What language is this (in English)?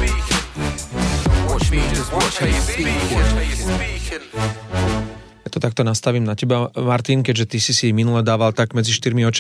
Slovak